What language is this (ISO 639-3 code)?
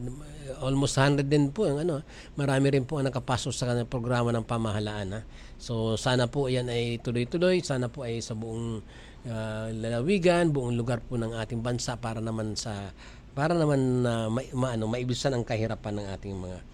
fil